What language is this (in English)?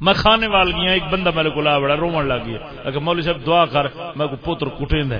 Saraiki